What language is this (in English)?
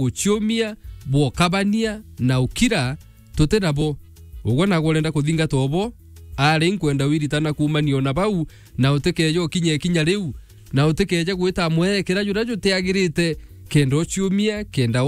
Meru